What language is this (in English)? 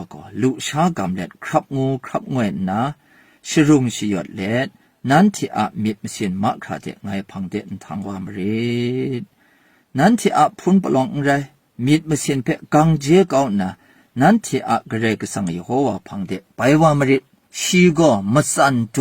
Kachin